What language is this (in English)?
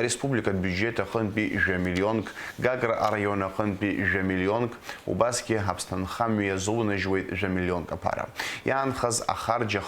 Abkhazian